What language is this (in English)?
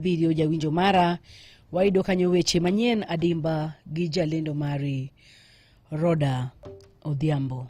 Luo (Kenya and Tanzania)